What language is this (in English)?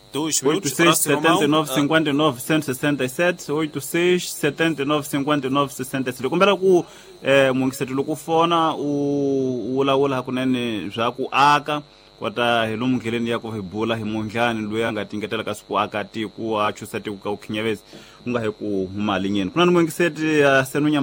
Tsonga